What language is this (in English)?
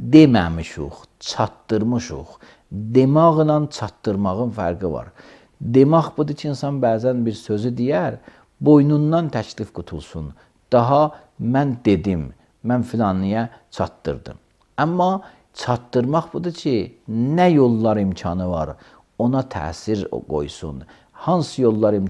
Azerbaijani